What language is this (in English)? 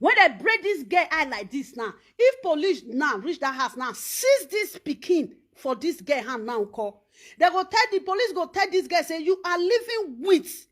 Nigerian Pidgin